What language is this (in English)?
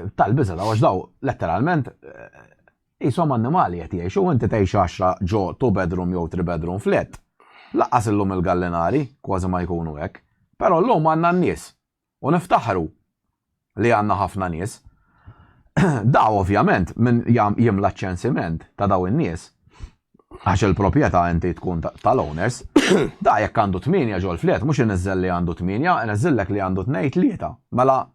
Maltese